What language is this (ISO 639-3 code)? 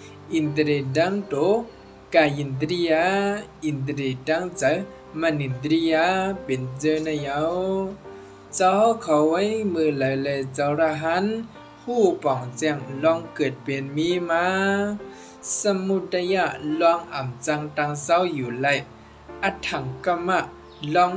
shn